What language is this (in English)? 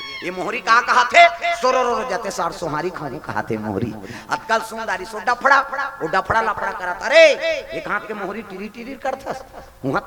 Chhattisgarhi